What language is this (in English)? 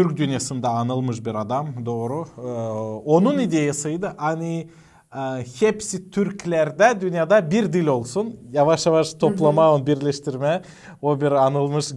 Gagauz